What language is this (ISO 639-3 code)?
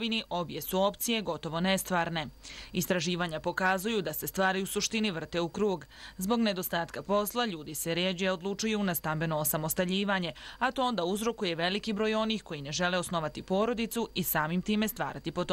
bos